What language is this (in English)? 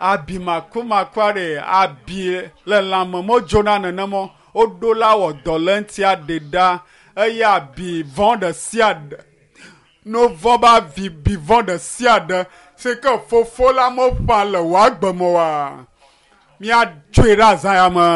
Ewe